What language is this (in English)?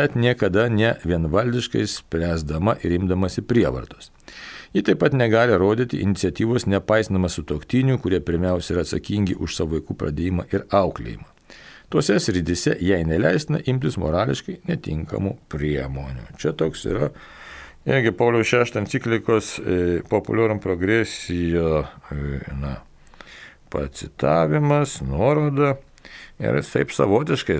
Lithuanian